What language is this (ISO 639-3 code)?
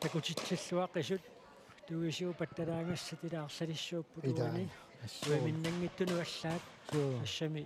kal